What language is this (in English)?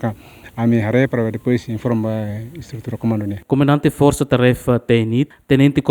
Tetum